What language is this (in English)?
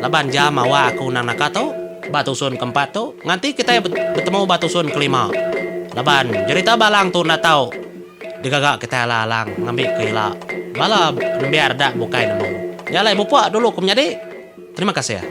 Iban